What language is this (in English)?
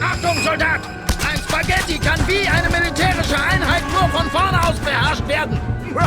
Bavarian